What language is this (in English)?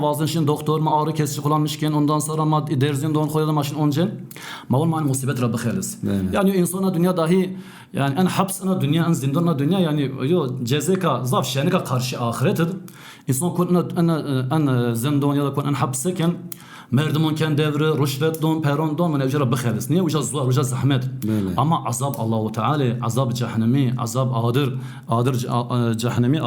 Zaza